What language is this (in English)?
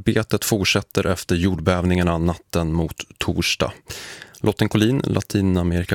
Swedish